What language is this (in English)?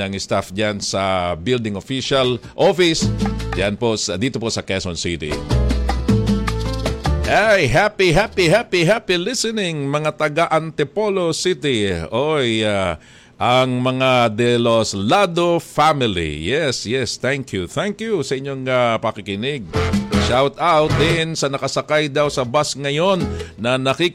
Filipino